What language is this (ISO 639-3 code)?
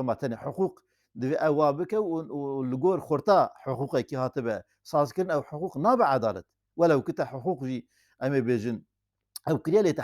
kur